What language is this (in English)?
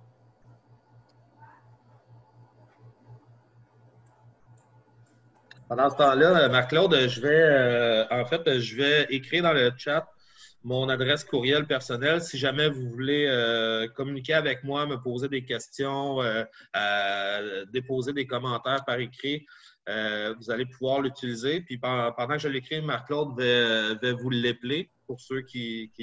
French